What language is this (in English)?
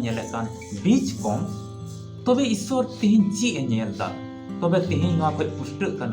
Santali